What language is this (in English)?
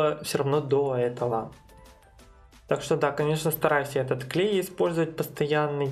Russian